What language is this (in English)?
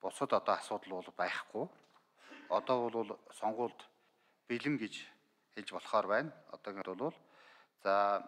Mongolian